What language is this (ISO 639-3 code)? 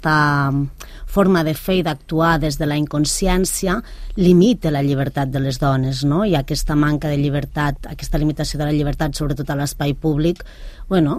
cat